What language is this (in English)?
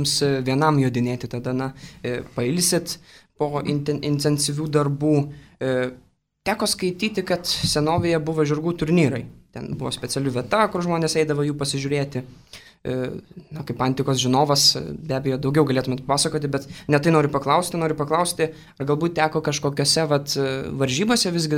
Lithuanian